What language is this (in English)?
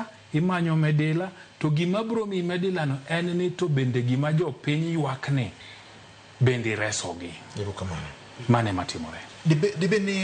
Luo (Kenya and Tanzania)